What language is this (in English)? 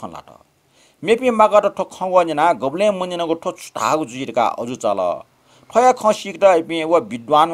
Newari